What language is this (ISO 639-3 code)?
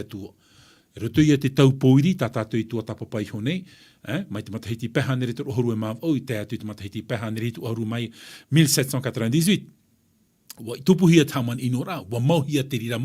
tah